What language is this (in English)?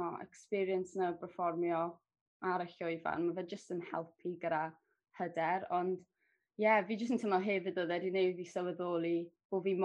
Welsh